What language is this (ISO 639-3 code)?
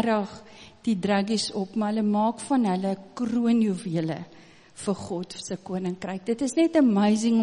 afr